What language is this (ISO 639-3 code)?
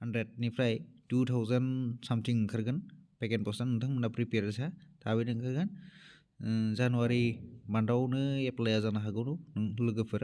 brx